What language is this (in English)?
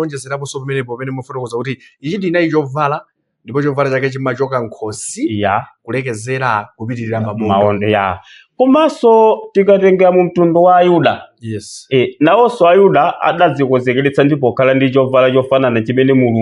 Nyanja